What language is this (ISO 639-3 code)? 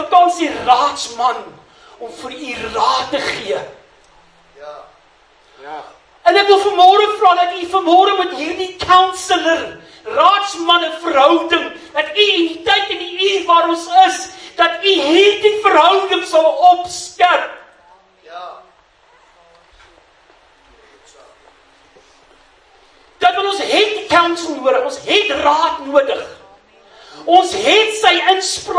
afr